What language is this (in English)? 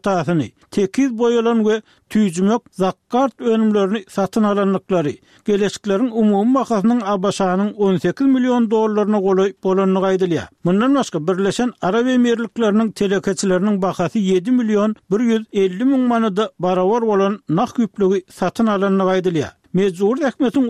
Turkmen